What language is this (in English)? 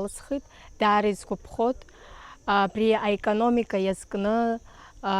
Abkhazian